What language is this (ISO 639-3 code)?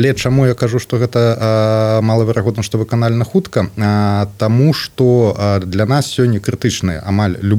bel